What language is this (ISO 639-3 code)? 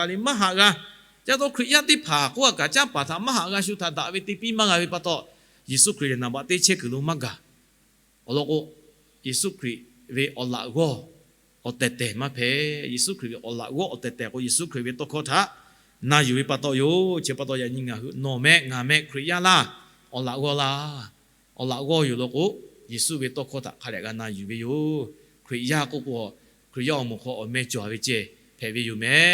lhu